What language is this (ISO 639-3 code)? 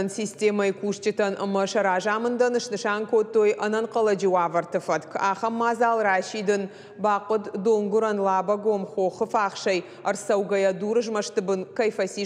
oss